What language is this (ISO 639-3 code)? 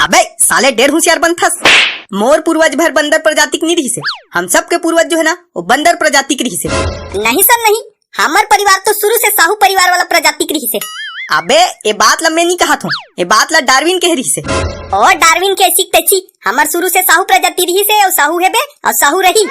hne